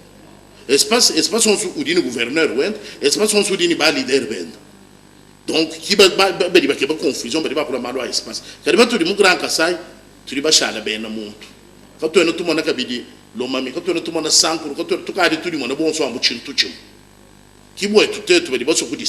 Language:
Luba-Lulua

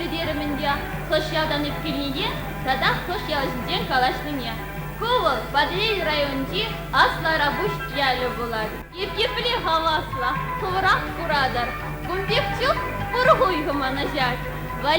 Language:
Chuvash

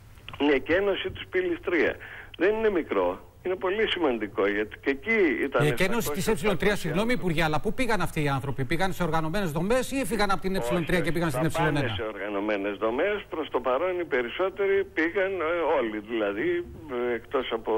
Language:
Greek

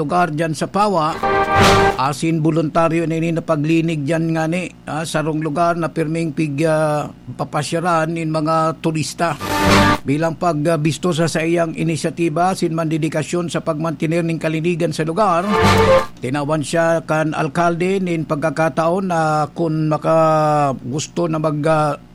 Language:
Bikol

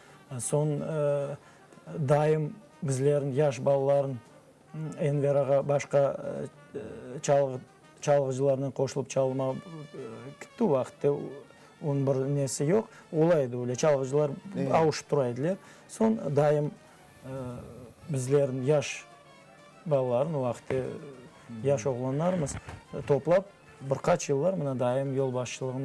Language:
Crimean Tatar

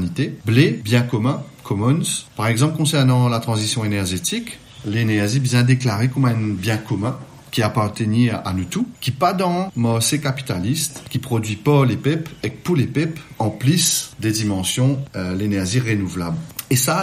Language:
Morisyen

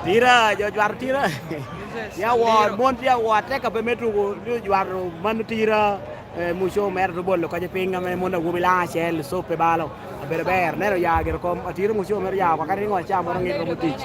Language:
Lango (Uganda)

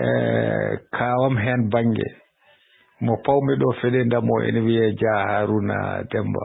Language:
Fula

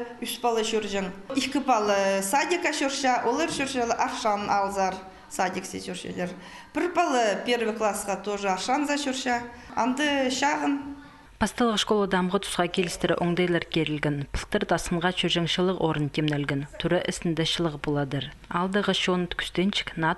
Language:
Khakas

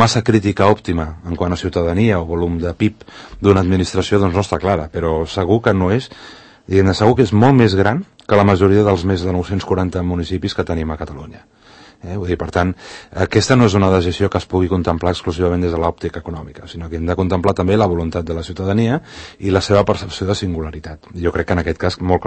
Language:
Catalan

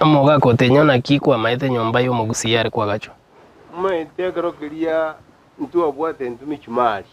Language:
Gusii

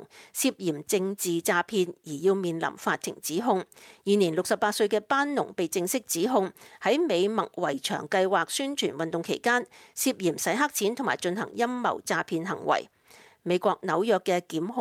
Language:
Cantonese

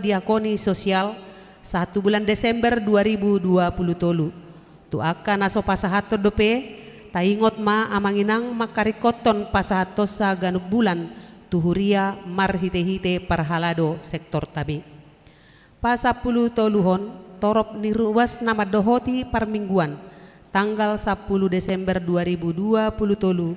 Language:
Batak Toba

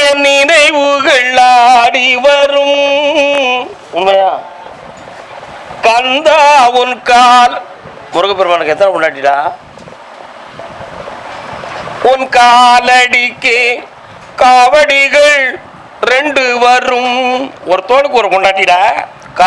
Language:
Tamil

